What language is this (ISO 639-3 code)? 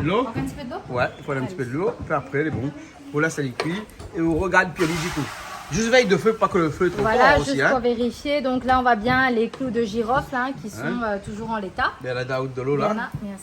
rcf